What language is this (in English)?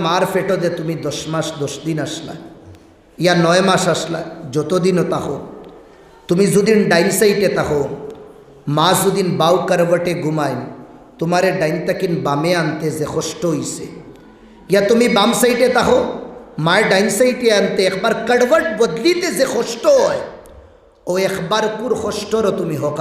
Sylheti